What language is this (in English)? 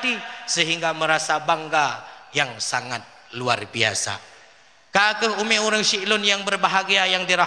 Achinese